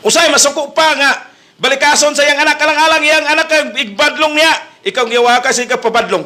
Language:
Cebuano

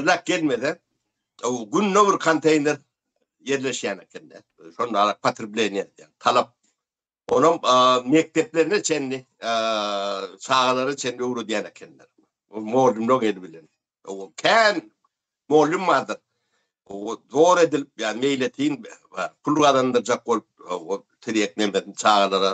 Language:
Turkmen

